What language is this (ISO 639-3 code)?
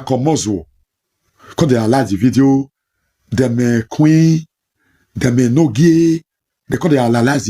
pcm